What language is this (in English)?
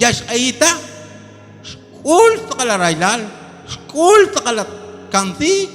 Kekchí